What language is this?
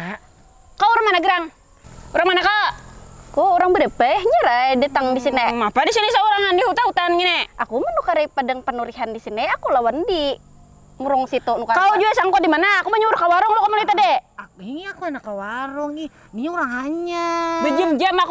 Banjar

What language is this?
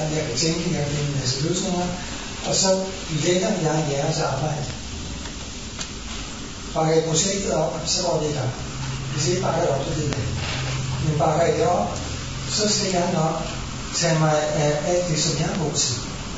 Danish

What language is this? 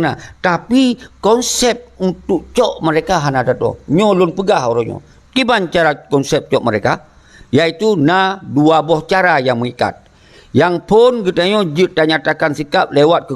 Achinese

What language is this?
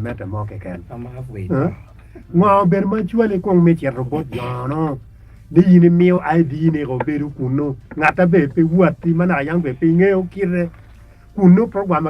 Acoli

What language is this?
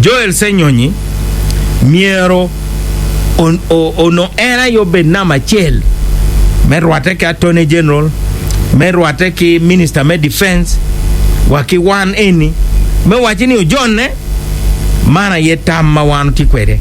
Acoli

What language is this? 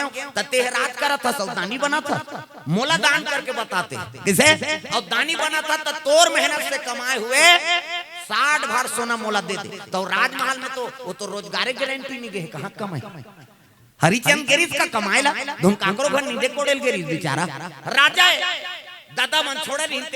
Chhattisgarhi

